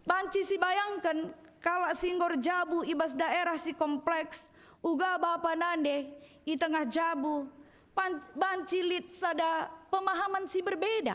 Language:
Batak Karo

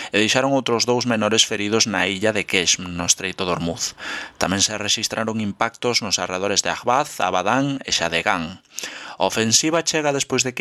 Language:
Galician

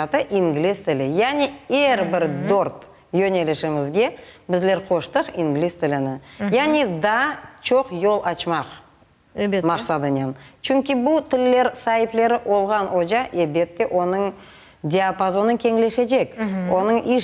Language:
Crimean Tatar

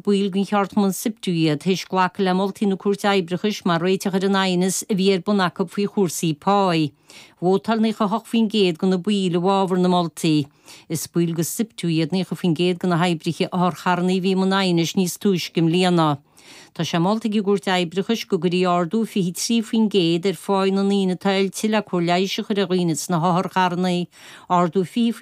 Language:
Irish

